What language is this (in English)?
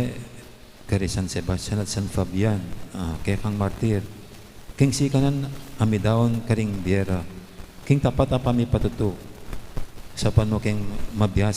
Pampanga